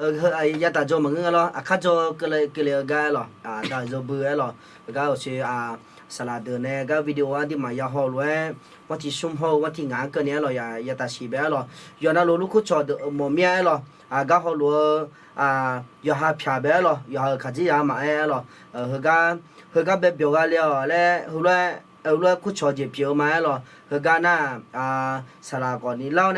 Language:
Akha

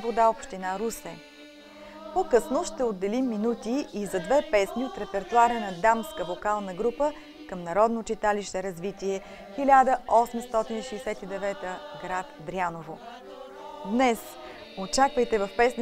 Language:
Bulgarian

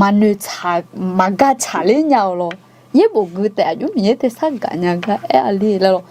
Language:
Akha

